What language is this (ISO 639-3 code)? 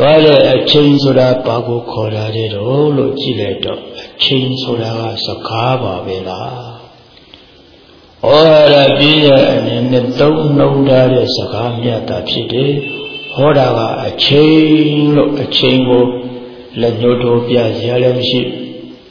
mya